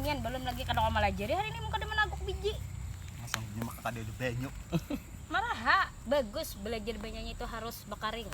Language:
Banjar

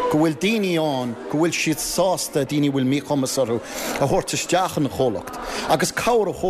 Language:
Irish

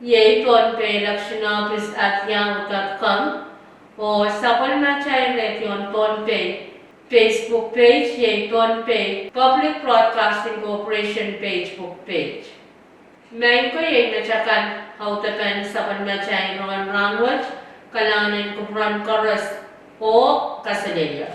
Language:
Pohnpeian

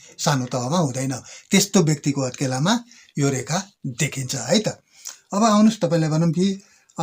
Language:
Nepali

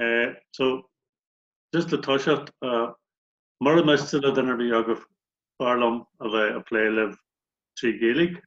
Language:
Irish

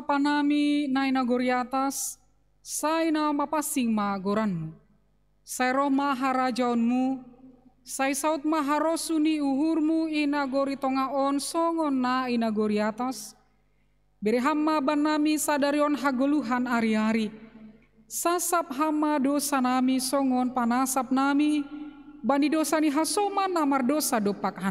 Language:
Batak Simalungun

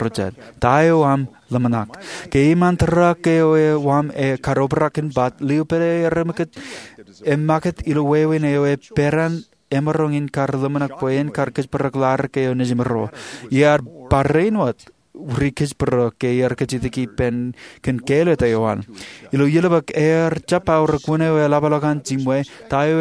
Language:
Marshallese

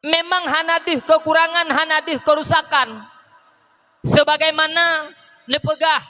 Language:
Achinese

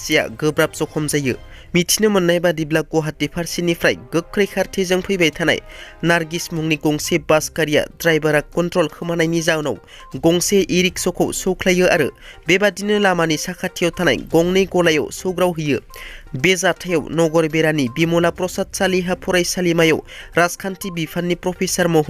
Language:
Bodo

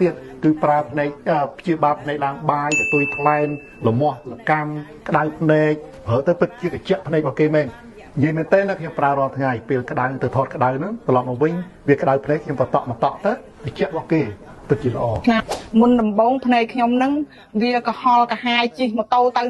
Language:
Khmer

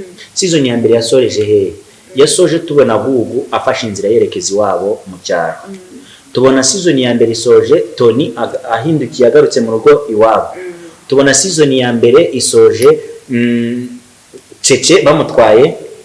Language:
Kinyarwanda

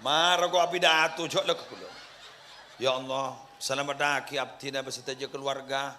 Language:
Madurese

